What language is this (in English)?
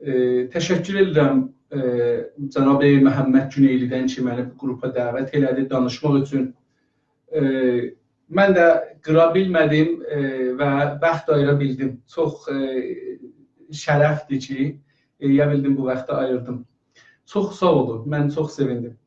South Azerbaijani